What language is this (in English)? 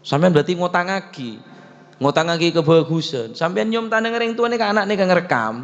Madurese